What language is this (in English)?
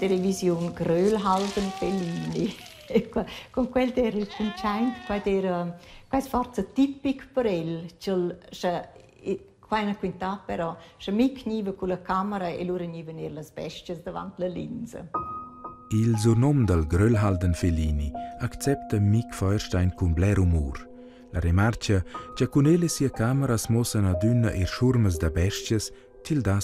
Romansh